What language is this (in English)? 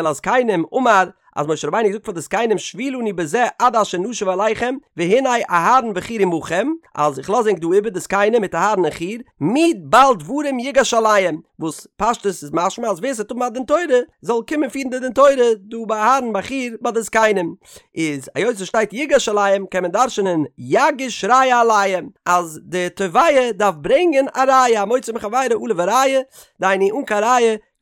Yiddish